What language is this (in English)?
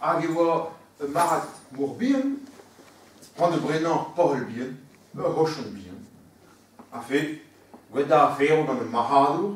Breton